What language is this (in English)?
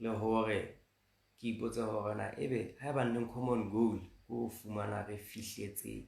Southern Sotho